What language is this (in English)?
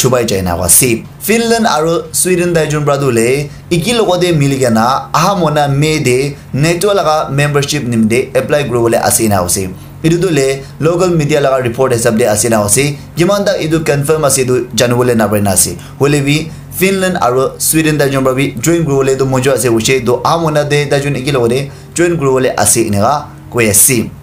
Naga Pidgin